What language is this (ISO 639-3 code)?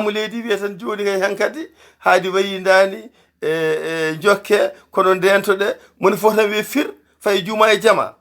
ful